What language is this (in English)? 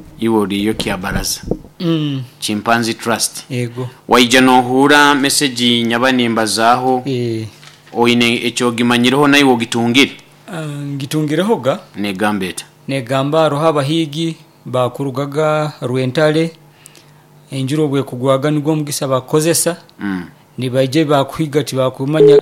Nyoro